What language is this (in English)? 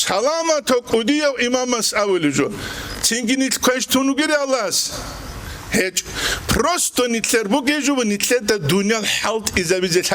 Avaric